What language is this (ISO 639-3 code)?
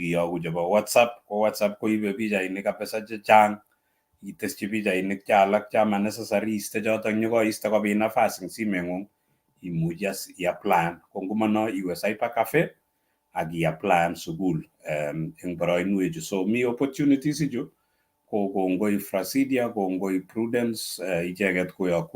kln